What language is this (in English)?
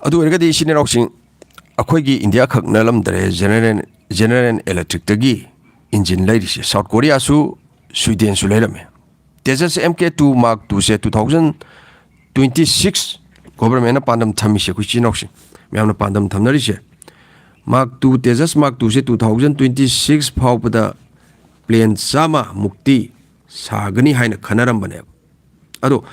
Manipuri